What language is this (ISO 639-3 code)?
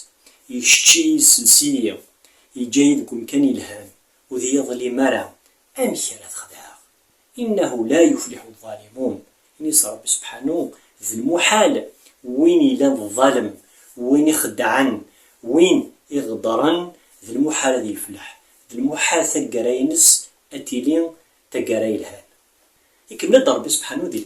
kab